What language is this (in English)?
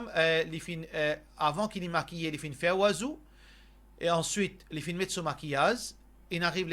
Morisyen